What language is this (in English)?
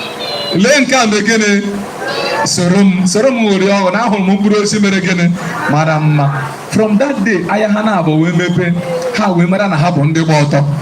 Igbo